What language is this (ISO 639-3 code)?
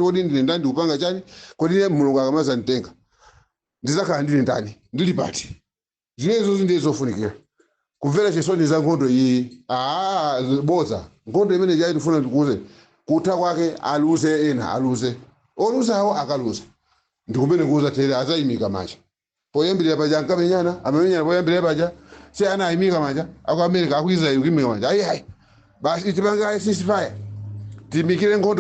nya